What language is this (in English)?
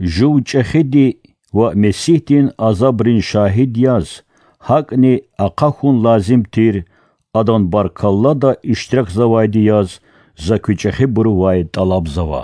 Lezghian